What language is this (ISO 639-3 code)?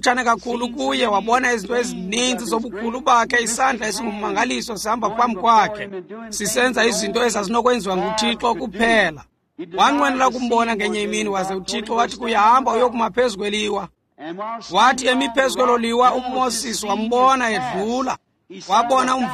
xho